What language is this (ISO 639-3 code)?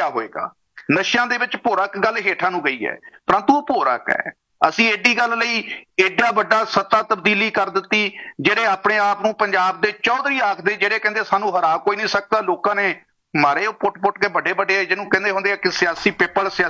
pan